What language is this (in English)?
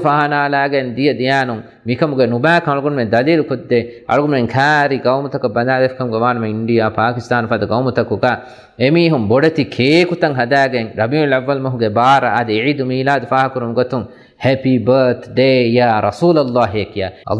Divehi